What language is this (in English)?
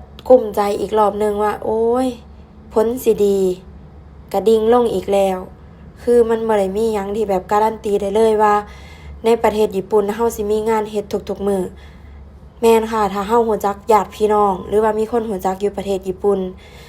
Northeastern Thai